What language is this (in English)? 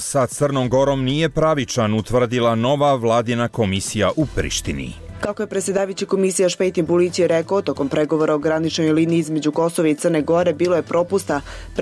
Croatian